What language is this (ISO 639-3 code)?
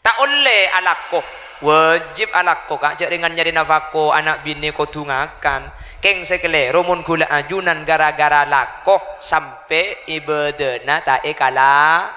mad